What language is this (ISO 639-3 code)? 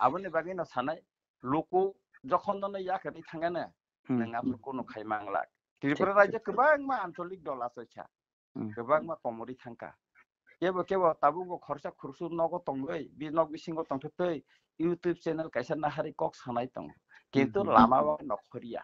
trp